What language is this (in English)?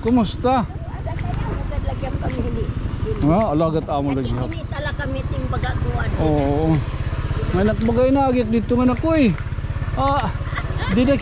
Waray